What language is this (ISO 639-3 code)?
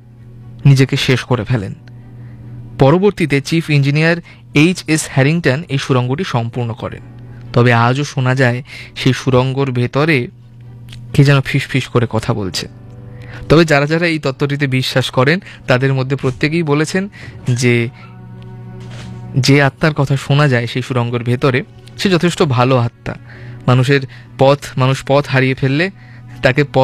ben